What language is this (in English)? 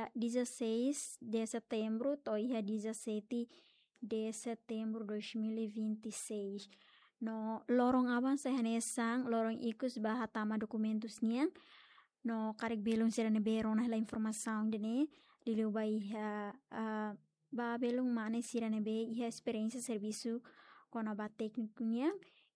Tetum